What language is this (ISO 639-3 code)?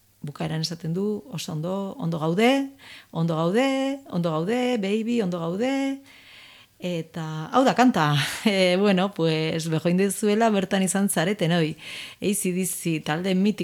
eus